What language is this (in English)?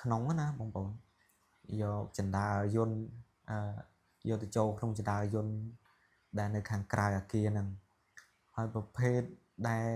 Khmer